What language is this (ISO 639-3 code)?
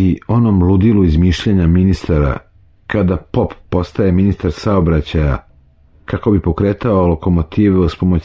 srp